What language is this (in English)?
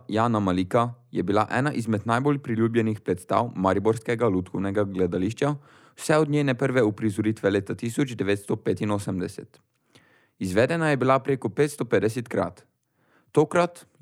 Slovenian